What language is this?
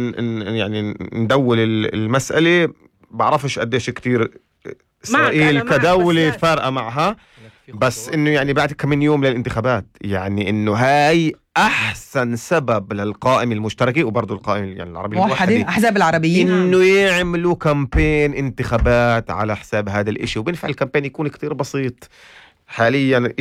North Levantine Arabic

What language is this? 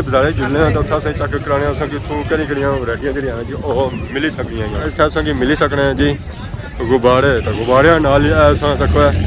Pahari-Potwari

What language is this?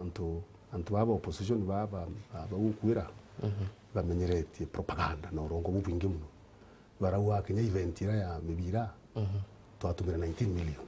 Meru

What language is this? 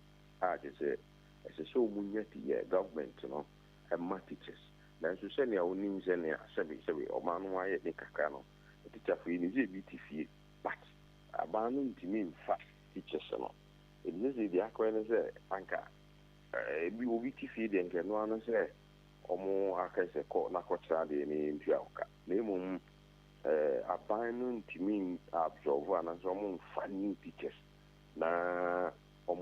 Akan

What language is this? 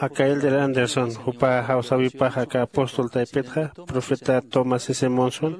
Aymara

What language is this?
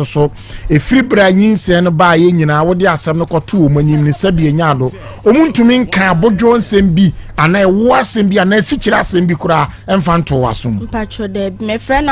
Akan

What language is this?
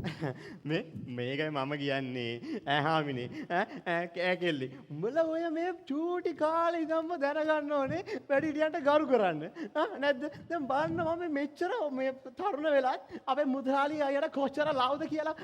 Sinhala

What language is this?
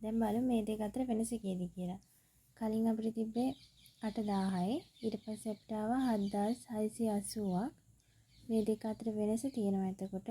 Sinhala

